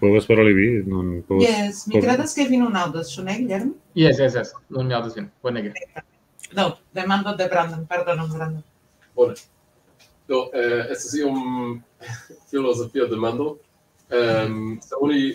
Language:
Esperanto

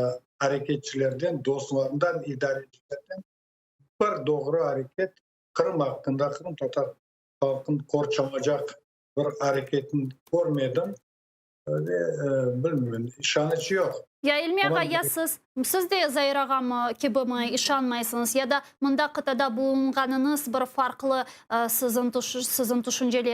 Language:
Crimean Tatar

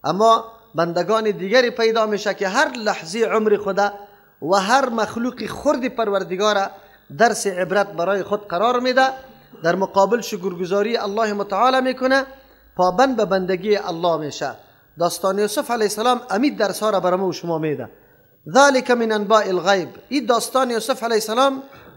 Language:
Persian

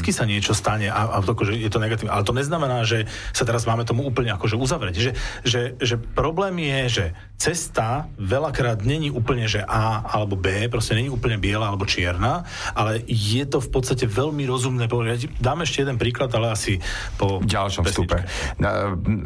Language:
Slovak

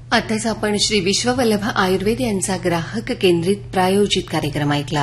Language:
Marathi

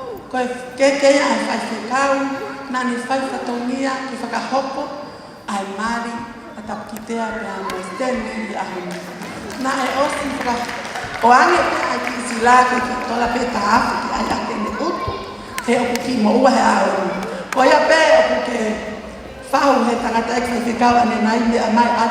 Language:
Tongan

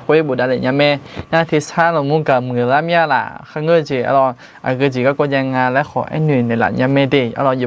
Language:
Akha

